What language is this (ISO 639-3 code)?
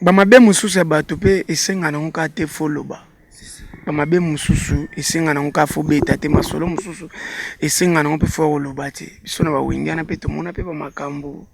lin